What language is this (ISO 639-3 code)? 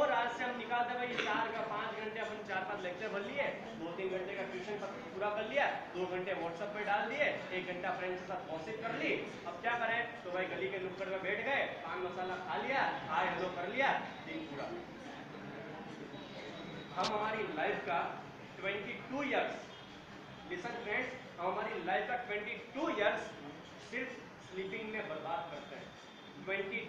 hin